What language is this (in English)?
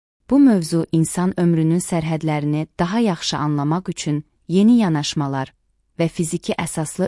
Azerbaijani